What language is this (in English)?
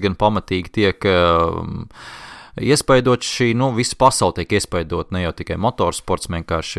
Latvian